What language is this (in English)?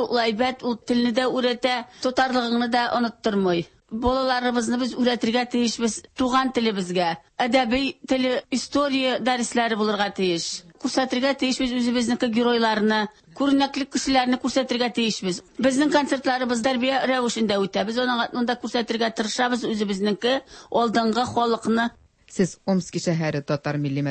Tatar